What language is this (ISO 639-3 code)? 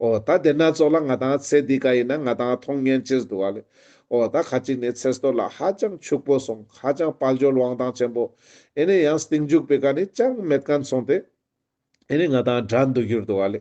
lbj